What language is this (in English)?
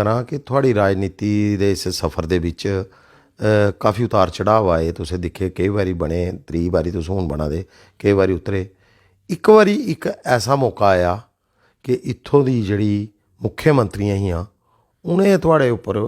Dogri